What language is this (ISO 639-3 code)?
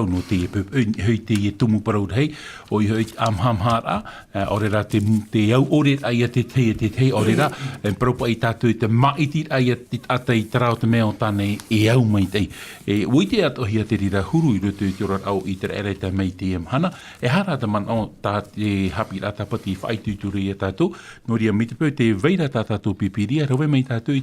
tah